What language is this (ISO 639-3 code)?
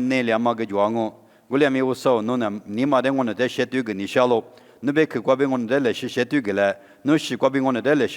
lis